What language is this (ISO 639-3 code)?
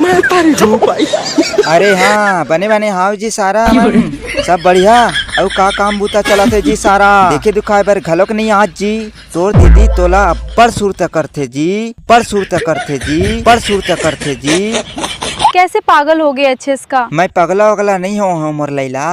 hne